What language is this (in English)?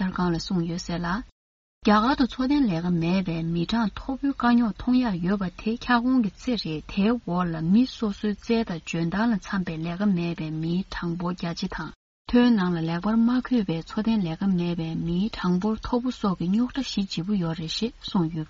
Tibetan